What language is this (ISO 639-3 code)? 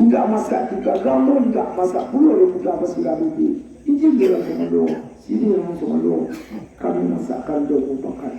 min